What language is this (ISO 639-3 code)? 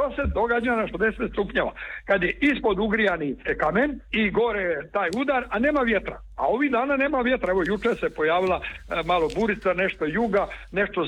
hrv